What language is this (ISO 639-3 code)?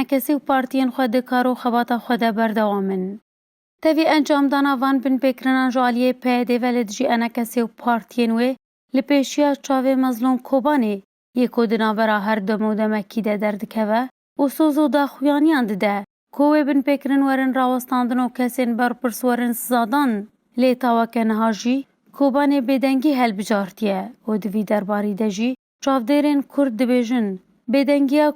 kur